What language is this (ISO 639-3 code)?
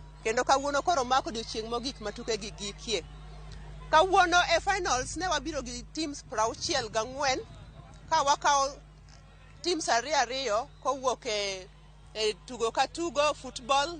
luo